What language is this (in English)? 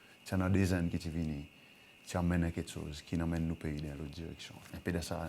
Seselwa Creole French